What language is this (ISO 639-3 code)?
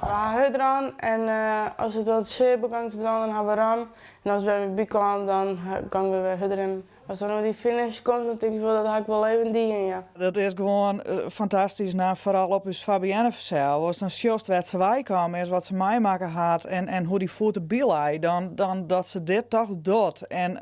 fry